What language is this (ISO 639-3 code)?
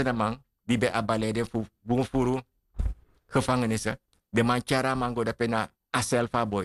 srn